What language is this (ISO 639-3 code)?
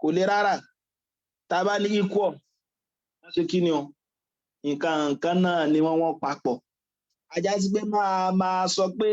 yor